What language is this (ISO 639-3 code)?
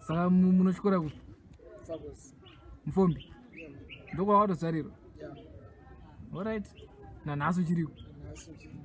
sna